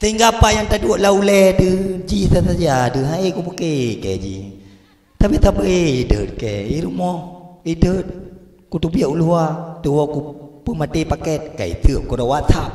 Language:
Achinese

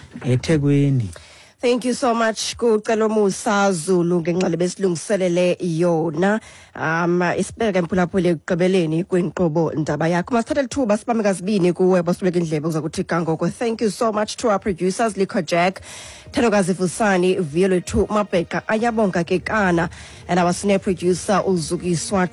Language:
Xhosa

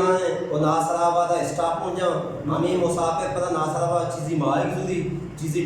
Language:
Eastern Balochi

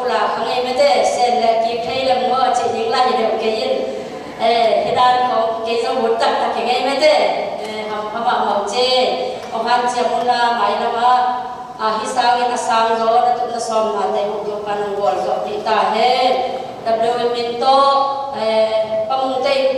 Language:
Tedim Chin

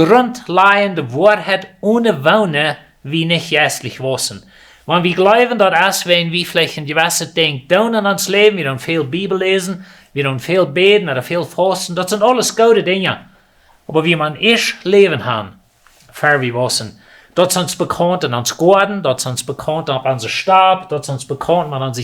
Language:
Plautdietsch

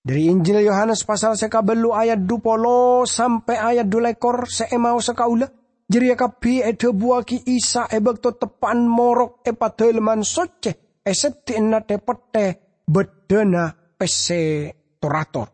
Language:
Madurese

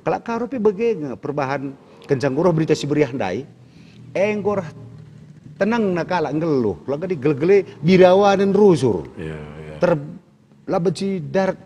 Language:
Batak Karo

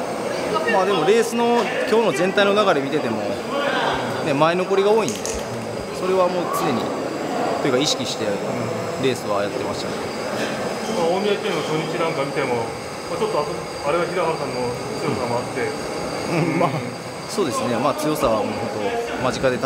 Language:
Japanese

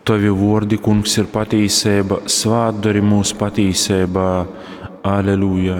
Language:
Latgalian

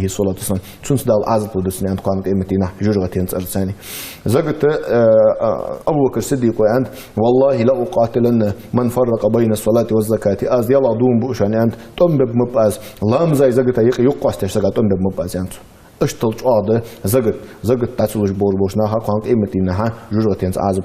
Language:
Ingush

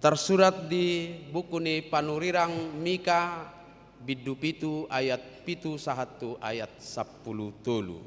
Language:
Batak Toba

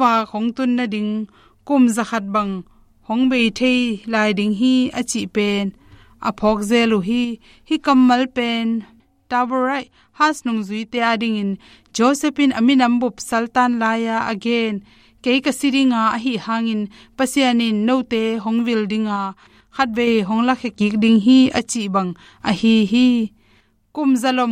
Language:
Tedim Chin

